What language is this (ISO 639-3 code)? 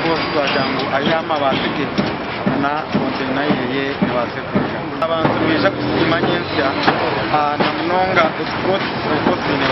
nyn